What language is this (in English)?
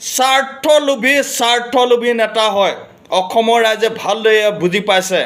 Assamese